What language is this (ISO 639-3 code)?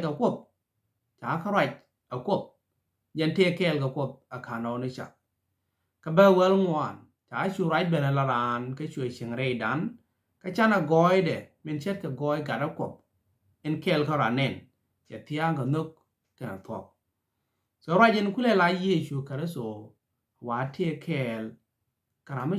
nus